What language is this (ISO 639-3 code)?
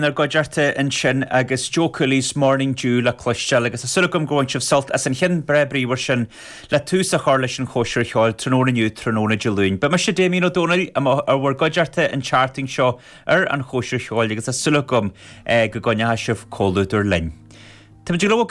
gle